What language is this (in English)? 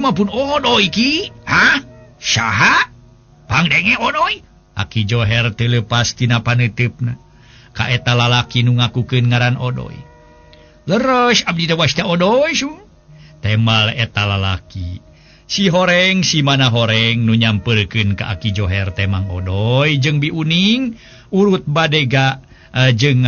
Sundanese